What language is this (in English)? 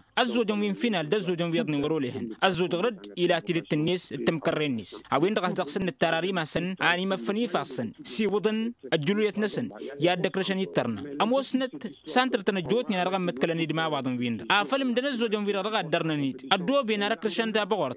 Tamasheq